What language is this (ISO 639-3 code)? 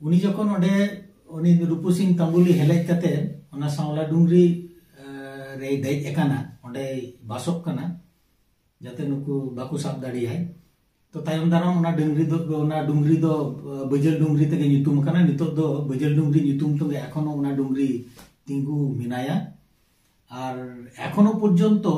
sat